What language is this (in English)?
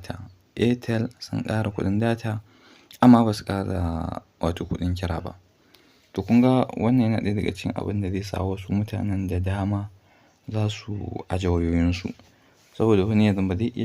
Hausa